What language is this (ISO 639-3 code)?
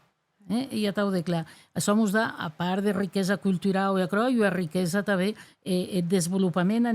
oci